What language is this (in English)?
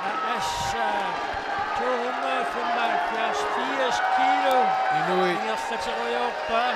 Kalaallisut